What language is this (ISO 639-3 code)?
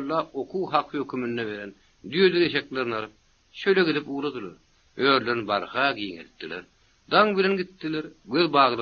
tuk